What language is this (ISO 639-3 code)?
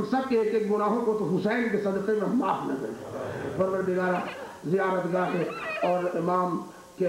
urd